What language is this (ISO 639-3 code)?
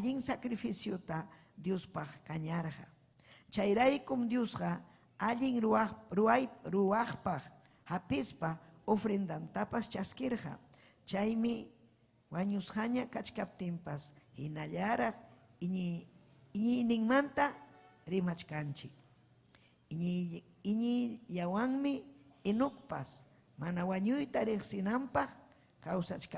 quy